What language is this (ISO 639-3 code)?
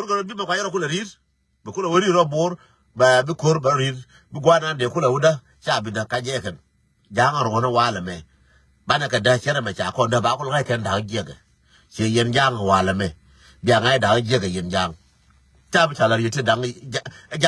nus